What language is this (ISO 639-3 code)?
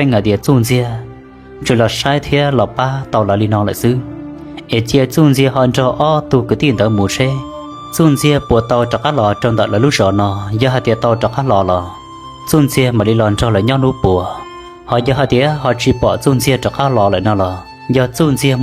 hmn